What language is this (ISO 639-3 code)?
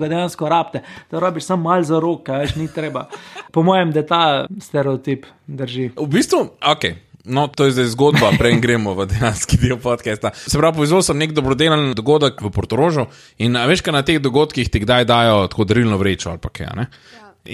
slv